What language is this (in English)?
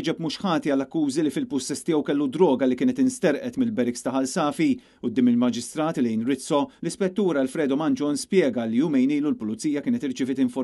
Maltese